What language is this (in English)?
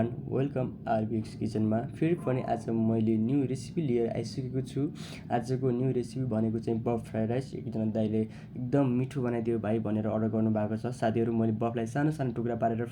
Nepali